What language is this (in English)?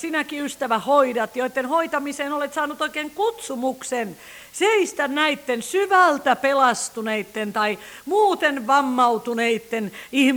Finnish